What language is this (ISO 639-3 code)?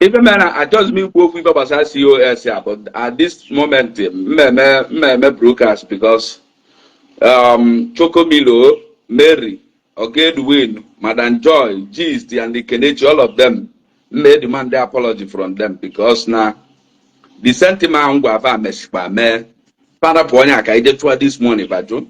ibo